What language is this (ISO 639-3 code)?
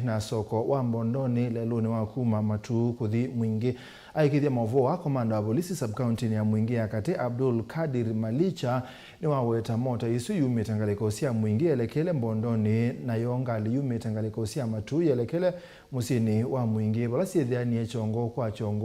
kam